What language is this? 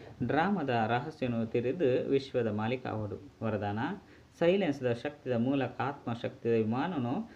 Tulu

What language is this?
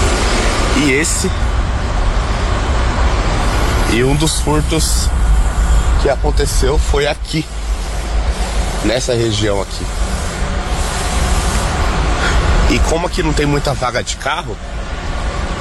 Portuguese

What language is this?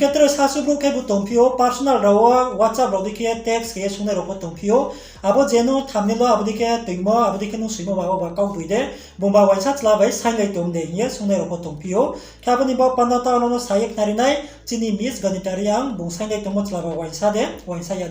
Riang (India)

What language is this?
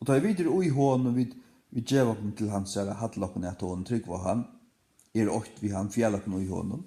Faroese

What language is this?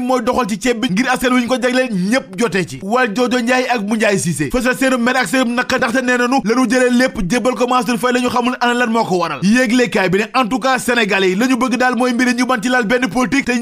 Wolof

